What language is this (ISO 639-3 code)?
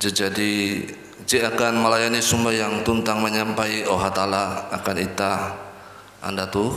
nij